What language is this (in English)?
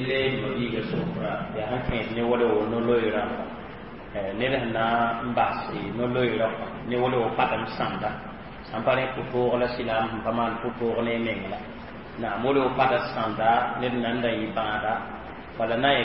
Mossi